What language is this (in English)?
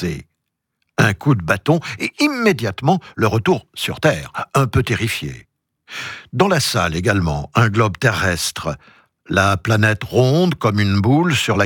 French